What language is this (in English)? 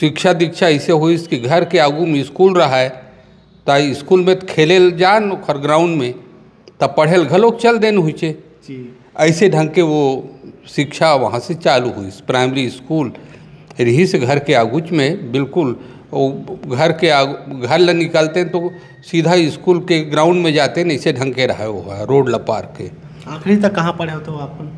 Chhattisgarhi